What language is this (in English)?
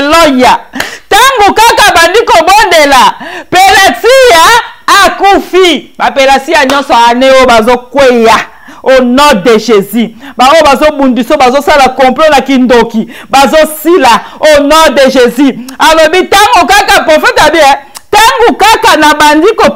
Lingala